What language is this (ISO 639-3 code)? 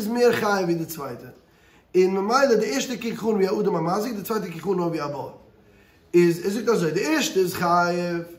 yid